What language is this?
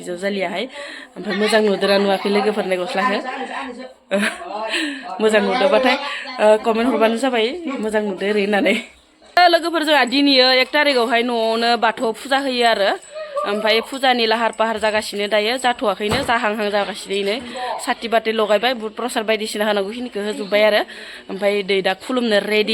Bodo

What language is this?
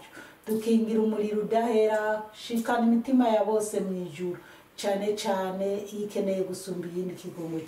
Rundi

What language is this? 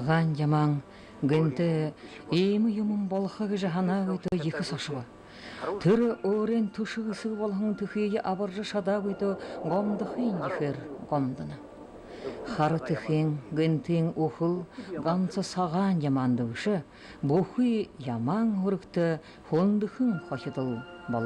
Buriat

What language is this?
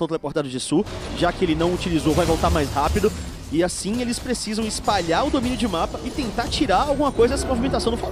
Portuguese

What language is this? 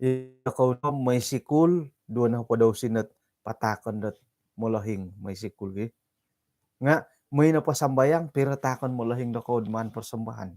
Central Dusun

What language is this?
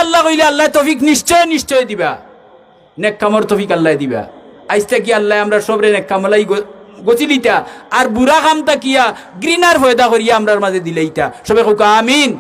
Sylheti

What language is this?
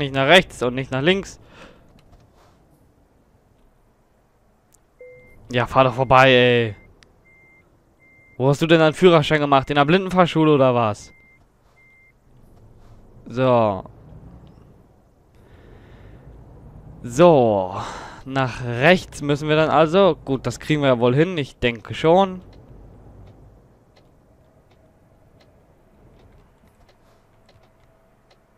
German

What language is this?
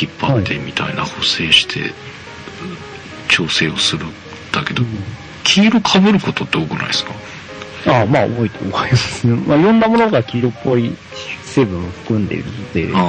Japanese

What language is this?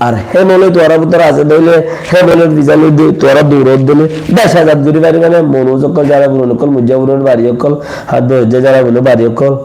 Rohingya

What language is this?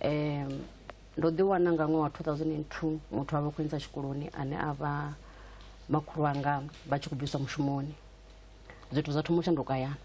Venda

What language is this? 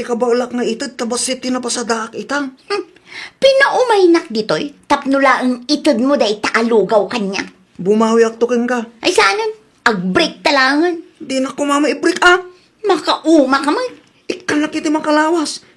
Iloko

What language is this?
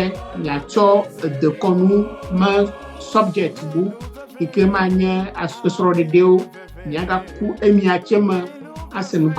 Ewe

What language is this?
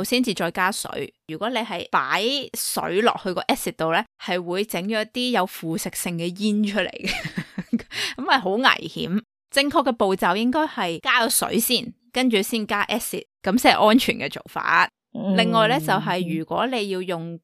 Cantonese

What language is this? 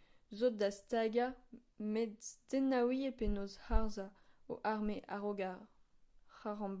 Breton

